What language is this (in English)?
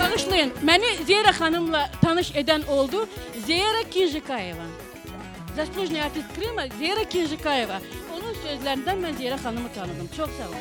Crimean Tatar